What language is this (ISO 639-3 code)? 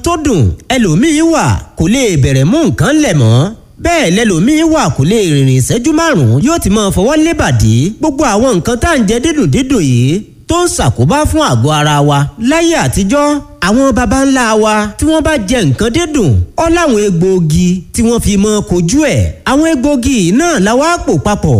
yor